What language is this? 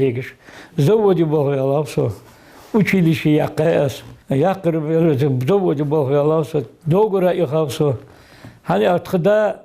Ingush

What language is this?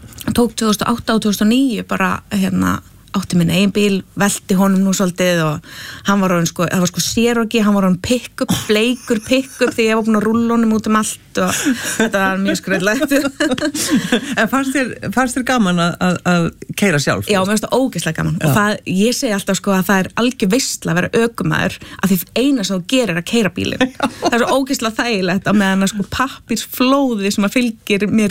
Icelandic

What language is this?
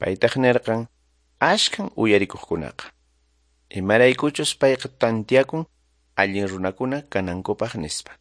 Quechua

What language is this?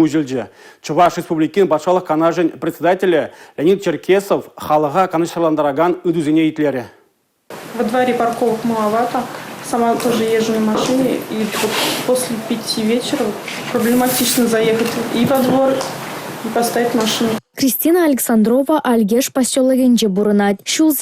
Chuvash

